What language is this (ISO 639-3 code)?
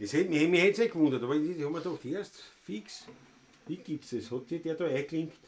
bar